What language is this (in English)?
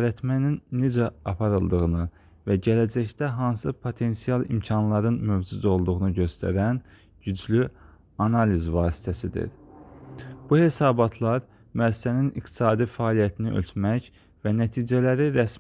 Azerbaijani